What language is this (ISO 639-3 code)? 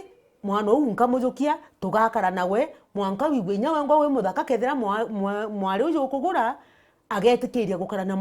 mer